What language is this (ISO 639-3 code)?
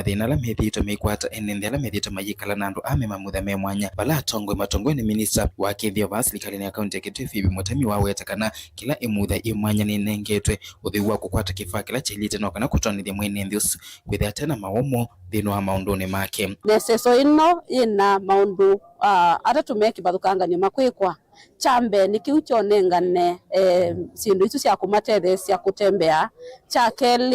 kam